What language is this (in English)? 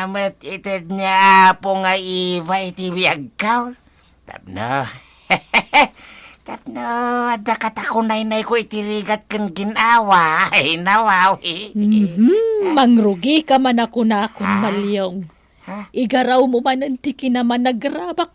Iloko